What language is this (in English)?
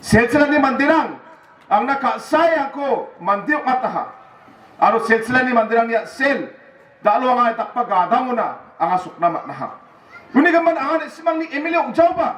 Garo